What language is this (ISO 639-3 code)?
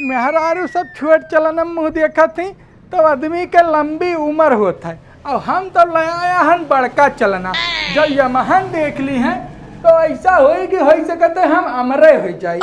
awa